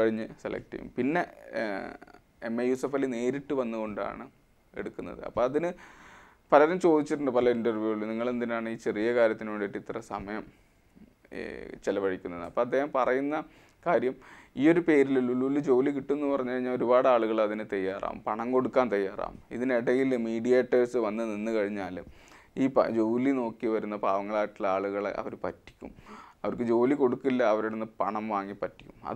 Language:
Malayalam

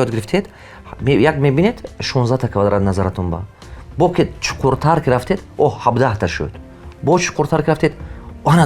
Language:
Tajik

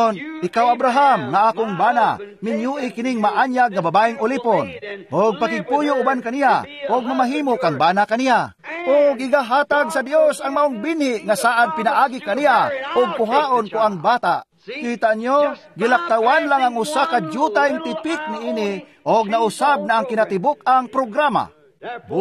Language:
Cebuano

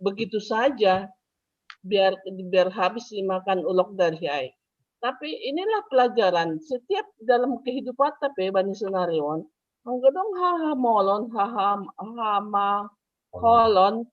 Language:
Batak Simalungun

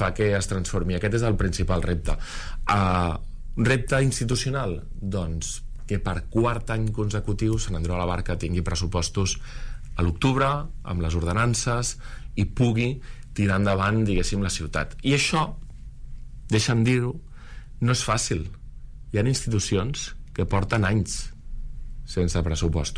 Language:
Catalan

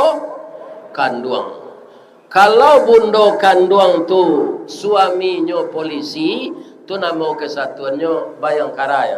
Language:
Minangkabau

